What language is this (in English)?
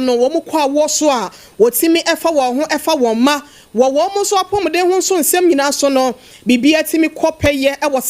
Akan